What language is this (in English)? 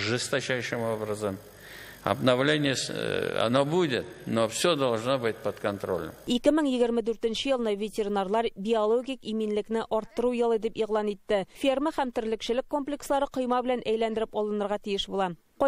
Tatar